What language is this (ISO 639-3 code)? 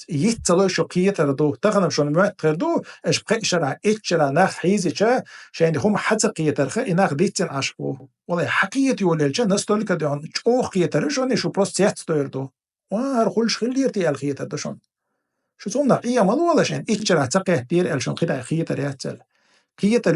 che